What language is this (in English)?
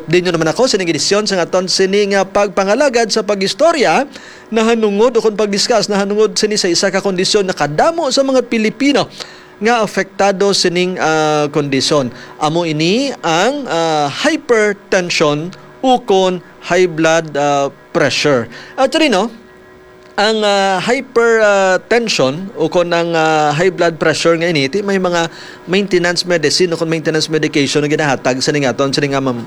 Hiligaynon